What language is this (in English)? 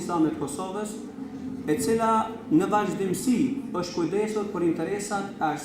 Albanian